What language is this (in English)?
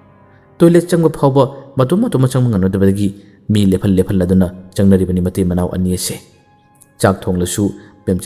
Manipuri